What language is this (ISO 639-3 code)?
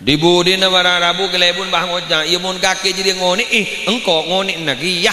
mad